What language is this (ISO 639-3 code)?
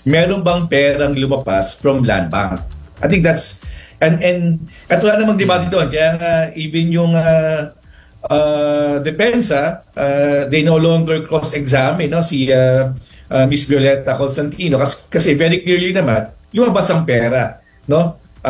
fil